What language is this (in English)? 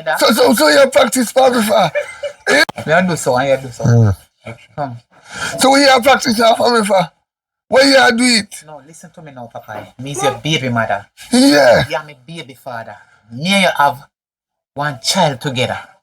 Jamaican Creole English